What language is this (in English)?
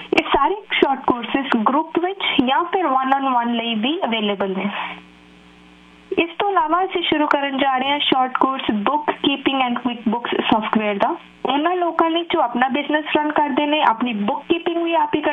Punjabi